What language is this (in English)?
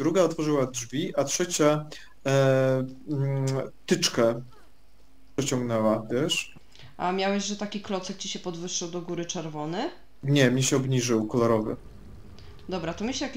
Polish